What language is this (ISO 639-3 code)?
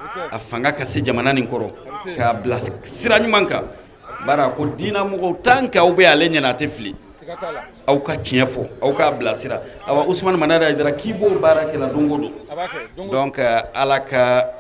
bam